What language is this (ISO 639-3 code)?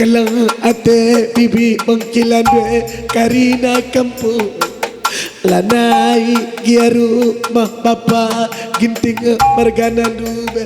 btx